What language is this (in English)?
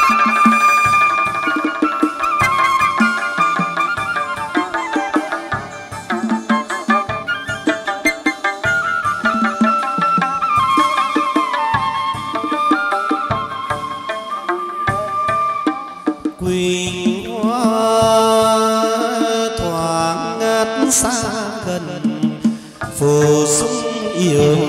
Vietnamese